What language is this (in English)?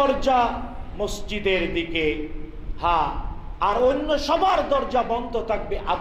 Bangla